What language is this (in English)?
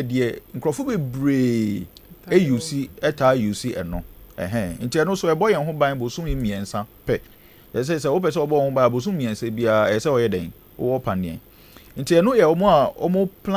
Akan